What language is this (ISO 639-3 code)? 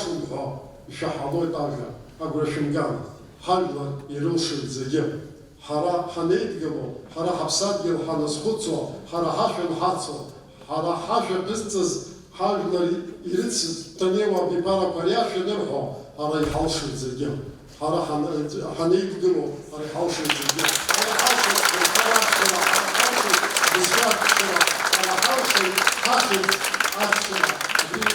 abk